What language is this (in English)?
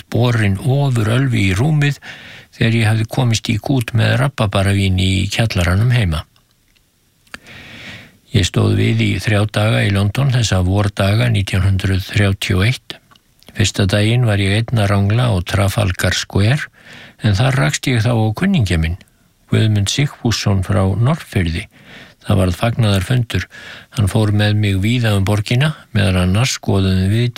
Icelandic